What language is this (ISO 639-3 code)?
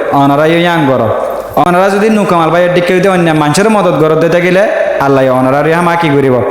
rhg